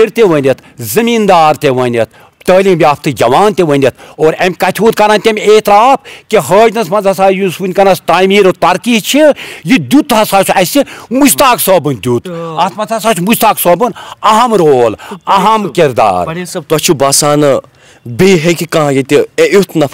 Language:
Kashmiri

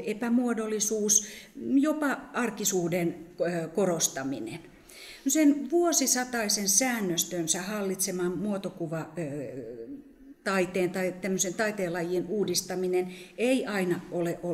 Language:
Finnish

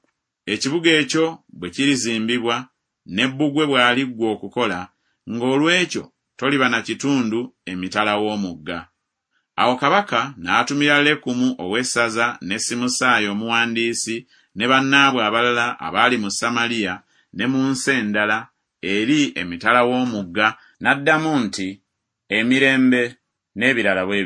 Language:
Ganda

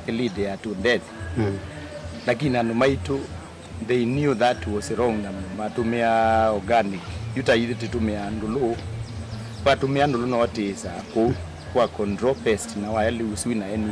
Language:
Kamba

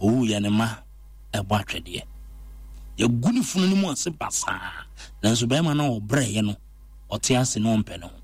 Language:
Akan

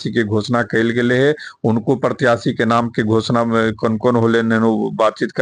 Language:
Magahi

